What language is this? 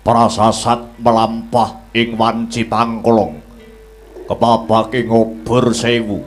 Javanese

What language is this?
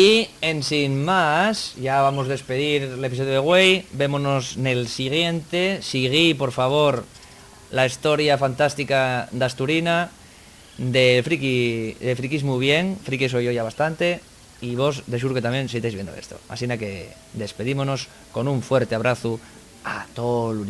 Asturian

